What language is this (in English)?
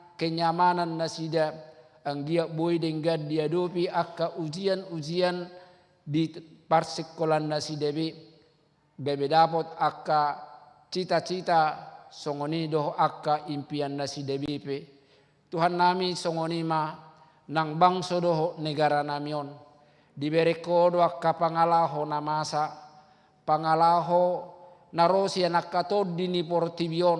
Batak Toba